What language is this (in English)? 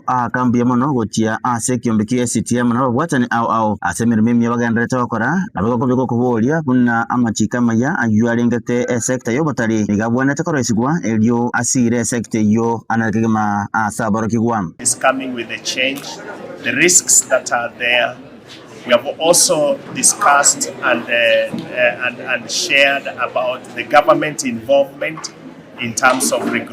Gusii